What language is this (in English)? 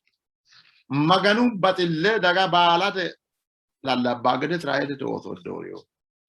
Sidamo